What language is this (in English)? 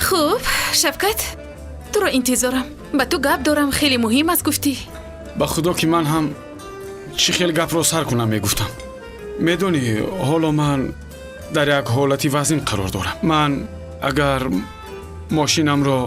Tajik